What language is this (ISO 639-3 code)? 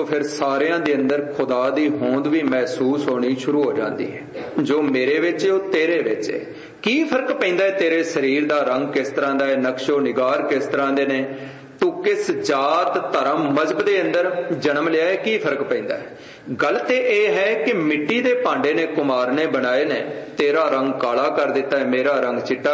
pan